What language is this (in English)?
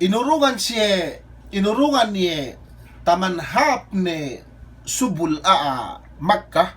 Yakan